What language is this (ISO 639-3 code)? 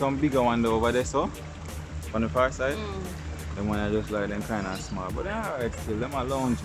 jam